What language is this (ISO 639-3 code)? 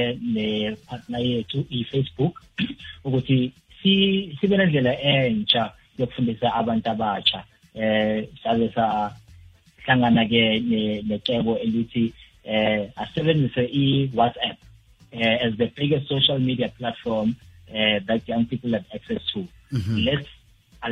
nbl